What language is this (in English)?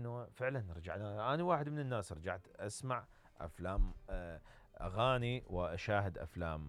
Mesopotamian Arabic